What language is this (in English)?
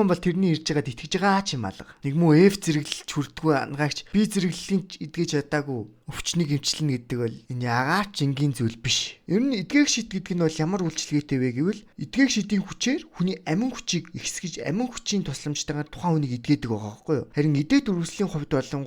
Mongolian